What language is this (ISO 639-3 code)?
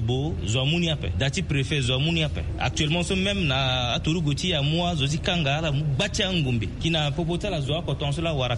sag